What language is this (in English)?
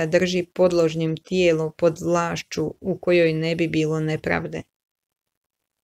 Croatian